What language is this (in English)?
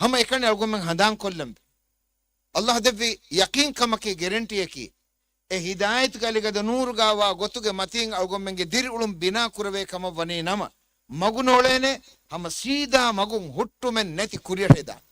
Divehi